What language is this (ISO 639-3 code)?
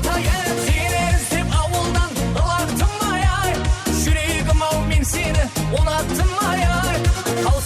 kaa